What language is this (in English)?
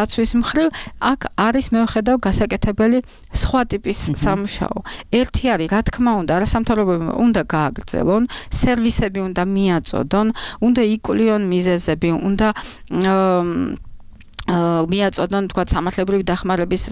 Georgian